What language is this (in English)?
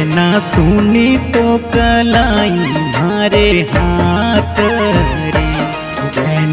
Bhojpuri